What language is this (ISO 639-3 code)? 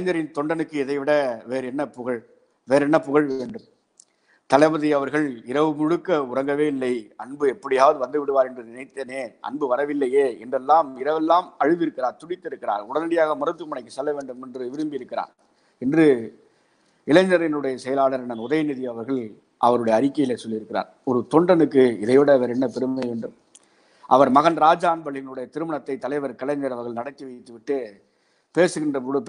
tam